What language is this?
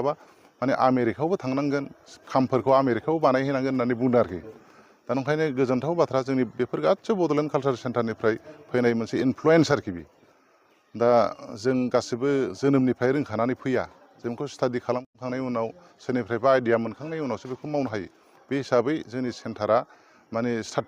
Bodo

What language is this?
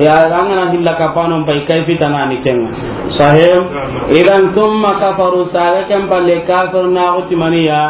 Soninke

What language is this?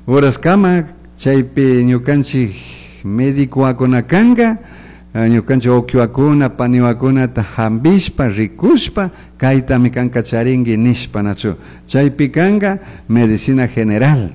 Chimborazo Highland Quichua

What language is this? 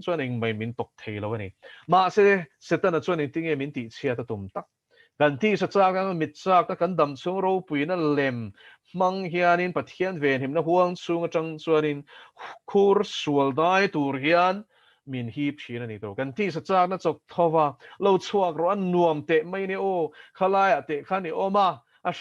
Mizo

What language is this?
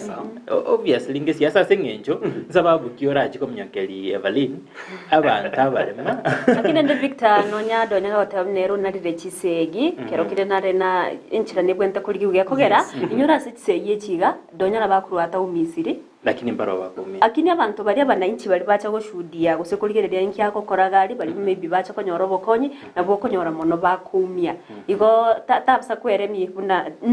Gusii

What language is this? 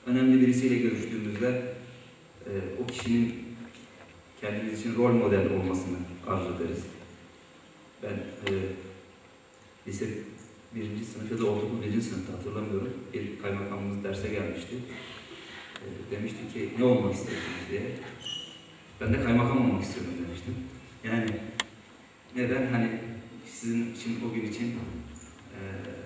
Turkish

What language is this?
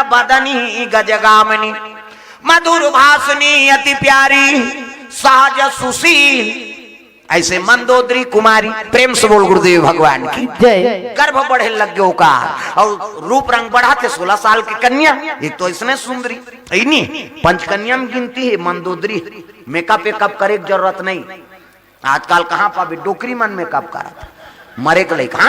Chhattisgarhi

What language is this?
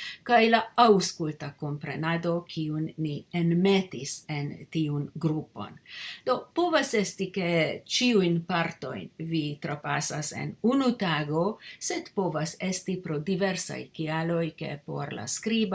Esperanto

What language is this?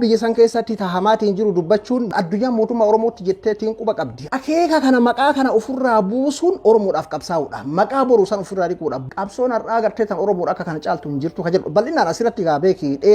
Oromo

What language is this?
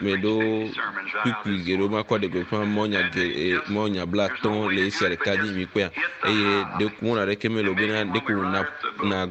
Ewe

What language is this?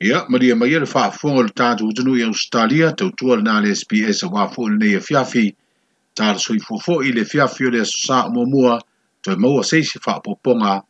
Samoan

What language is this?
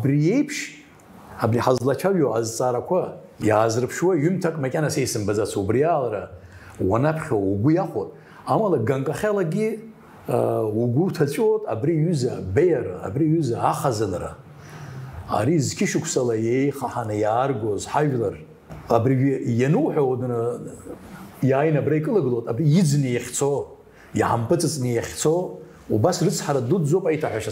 Abkhazian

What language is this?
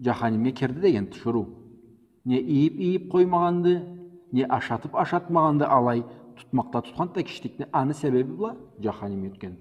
Karachay-Balkar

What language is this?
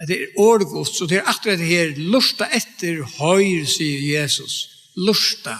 Faroese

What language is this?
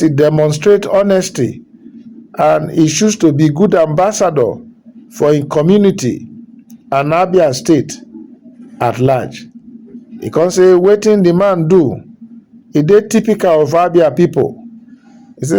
Nigerian Pidgin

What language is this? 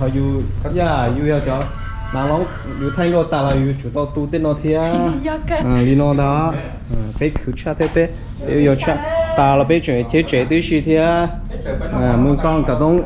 Hmong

